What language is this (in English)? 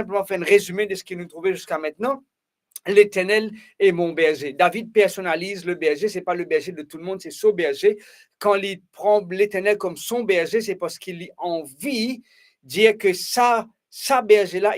Morisyen